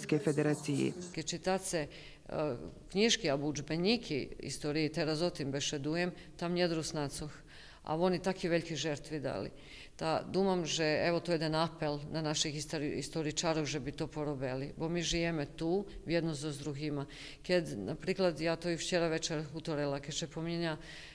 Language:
Rusyn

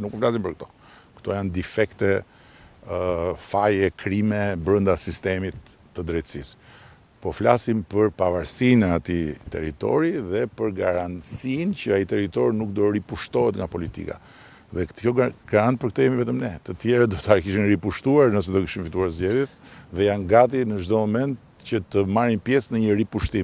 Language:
Albanian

